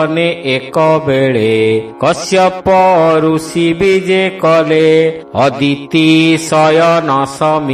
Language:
Odia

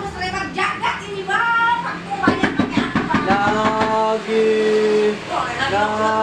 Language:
Betawi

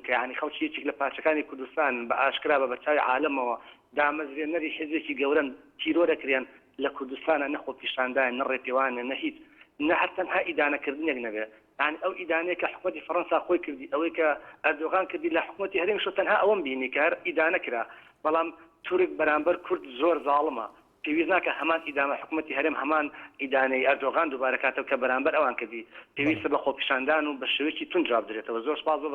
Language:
Central Kurdish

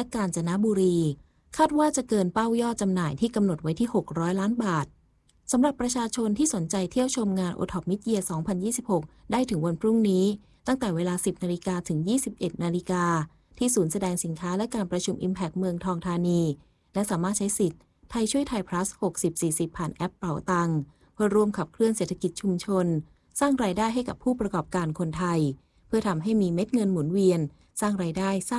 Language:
Thai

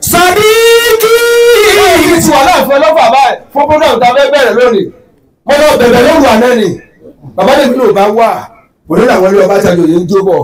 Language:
Yoruba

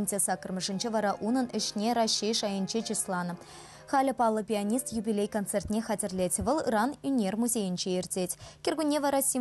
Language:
Chuvash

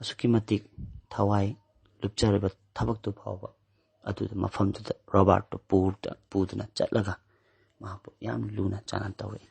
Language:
Manipuri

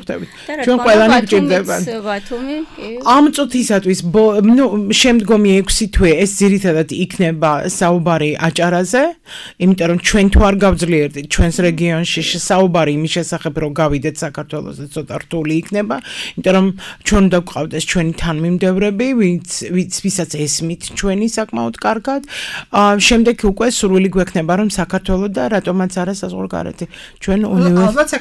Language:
Georgian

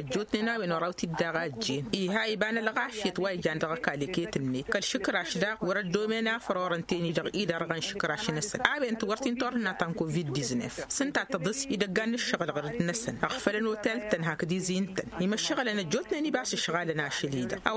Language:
Tamasheq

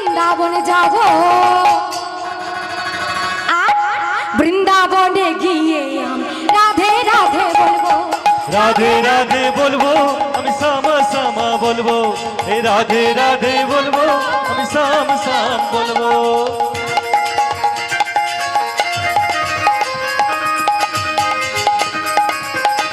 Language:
Bangla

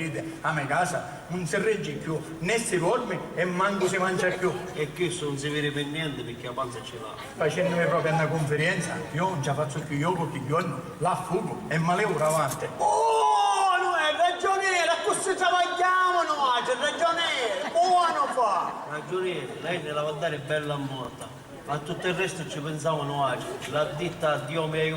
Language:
Sicilian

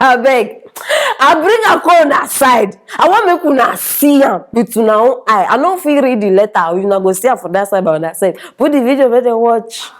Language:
Nigerian Pidgin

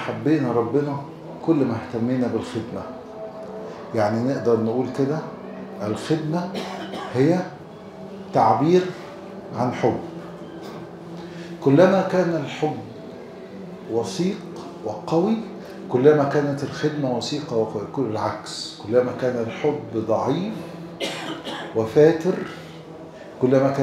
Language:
Egyptian Arabic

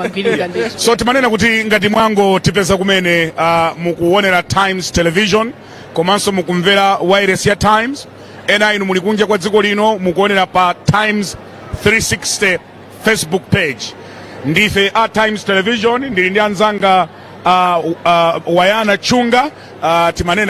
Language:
Nyanja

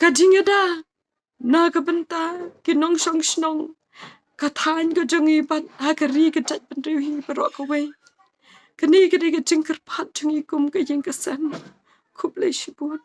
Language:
Khasi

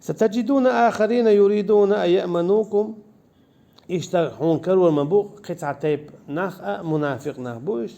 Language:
Chechen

